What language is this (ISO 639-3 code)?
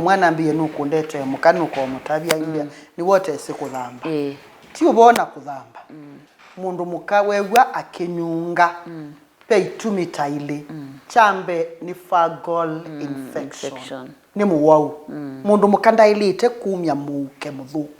kam